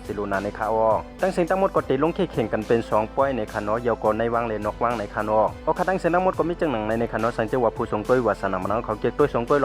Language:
Shan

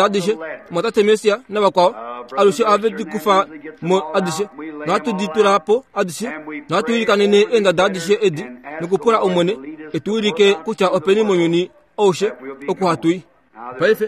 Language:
Kuanyama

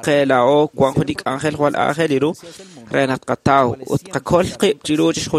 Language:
Kekchí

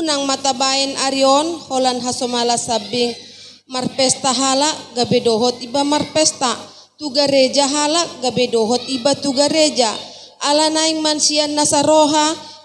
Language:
Batak Toba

